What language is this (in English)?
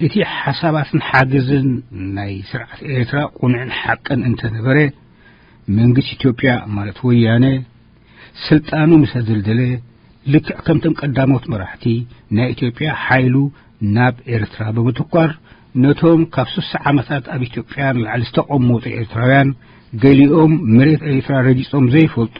Tigrinya